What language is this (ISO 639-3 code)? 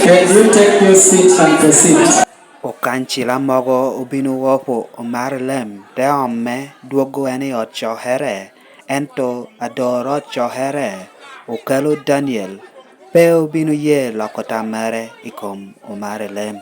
laj